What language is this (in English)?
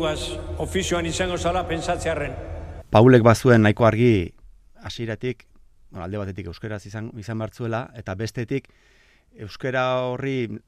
Basque